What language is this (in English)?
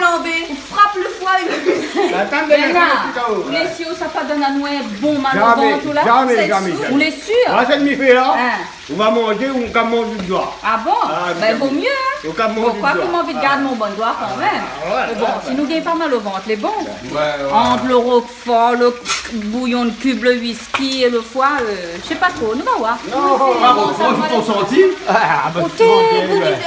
Réunion Creole French